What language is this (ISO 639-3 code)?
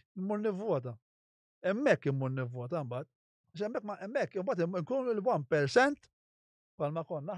mlt